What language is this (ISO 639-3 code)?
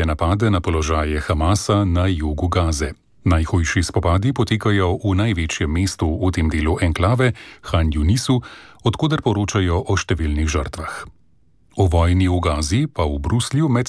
slv